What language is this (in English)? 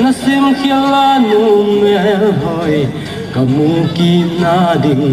Gangte